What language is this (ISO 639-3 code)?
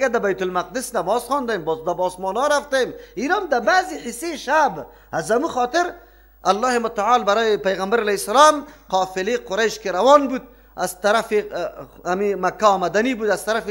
fas